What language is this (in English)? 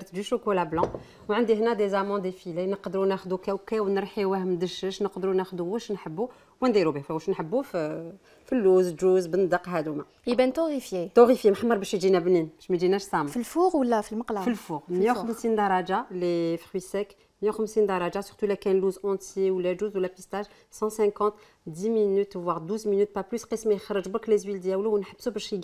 Algerian Arabic